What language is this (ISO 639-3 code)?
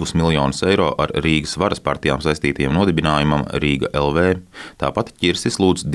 lav